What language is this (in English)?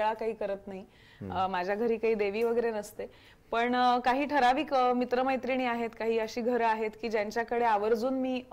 Marathi